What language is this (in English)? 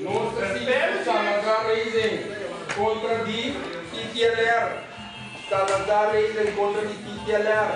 Papiamento